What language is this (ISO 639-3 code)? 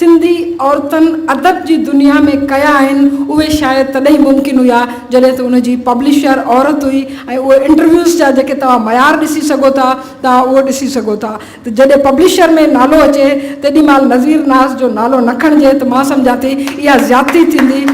snd